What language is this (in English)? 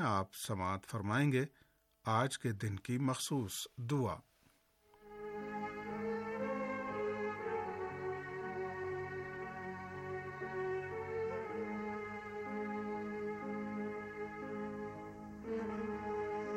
Urdu